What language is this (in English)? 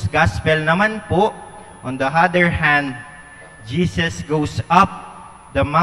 Pampanga